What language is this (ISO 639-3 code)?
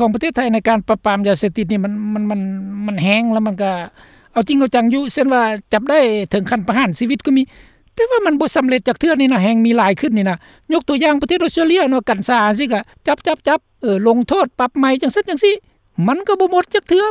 lao